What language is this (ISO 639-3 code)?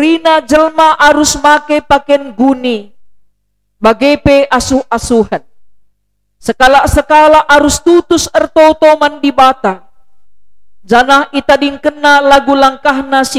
btx